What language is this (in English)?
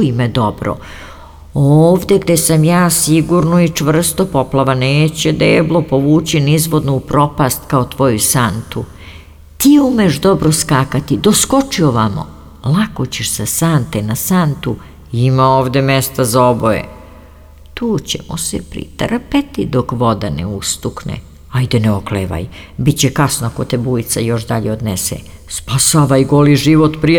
Serbian